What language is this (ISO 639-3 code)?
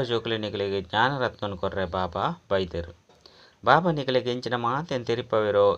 tcy